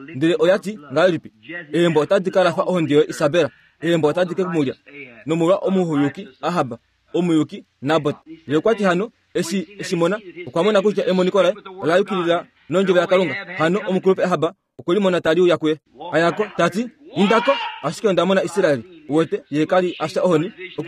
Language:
Kuanyama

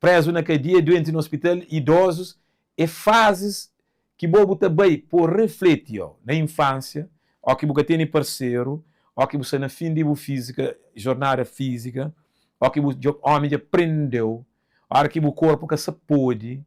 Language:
Kabuverdianu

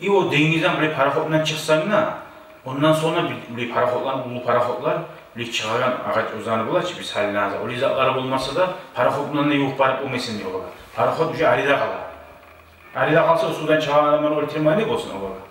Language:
Kumyk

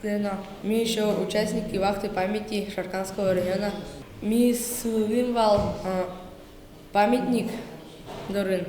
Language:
Udmurt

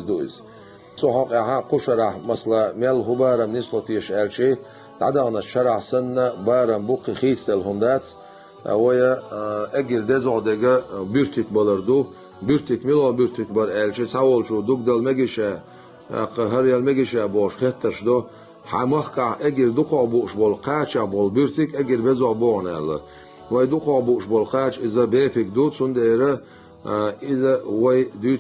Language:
Chechen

